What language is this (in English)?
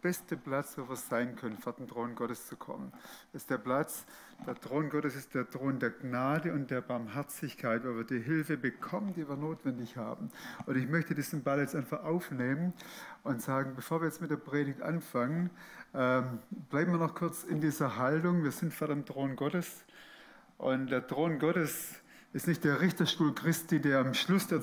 Swiss German